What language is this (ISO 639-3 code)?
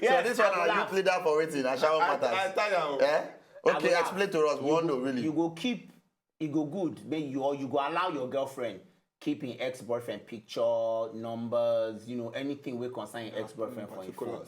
pcm